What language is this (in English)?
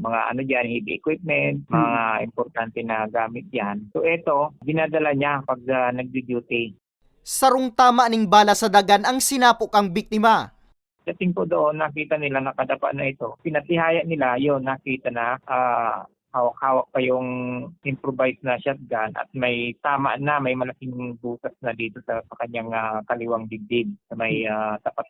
Bikol